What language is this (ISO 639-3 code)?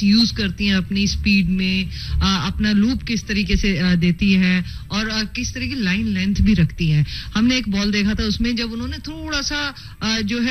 hin